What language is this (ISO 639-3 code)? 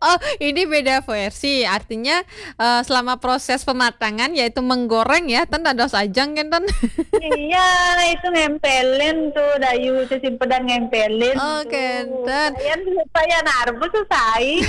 ban